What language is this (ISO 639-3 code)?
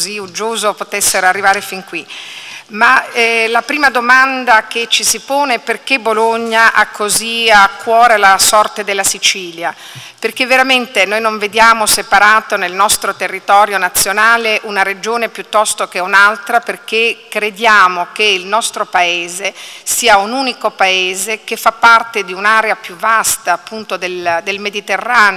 ita